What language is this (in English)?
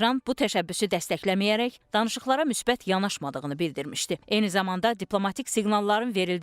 Azerbaijani